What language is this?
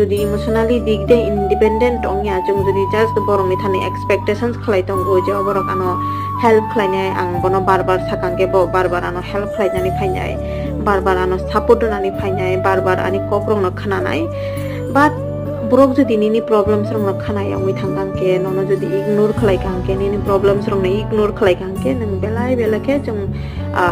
Kok Borok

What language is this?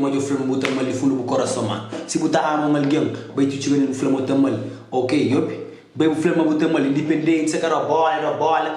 Kabuverdianu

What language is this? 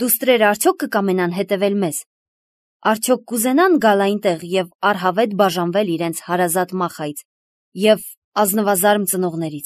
Armenian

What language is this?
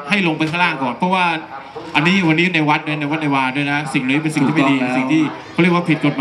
Thai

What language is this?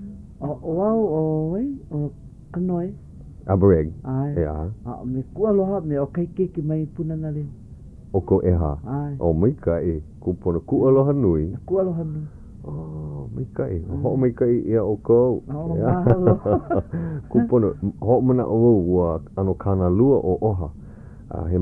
Hawaiian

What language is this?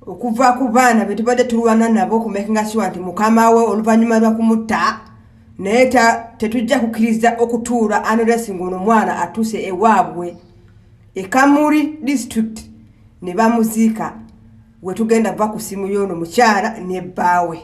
Ganda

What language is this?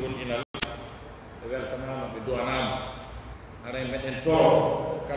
Pular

